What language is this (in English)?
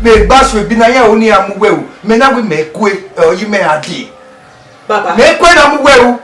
Bini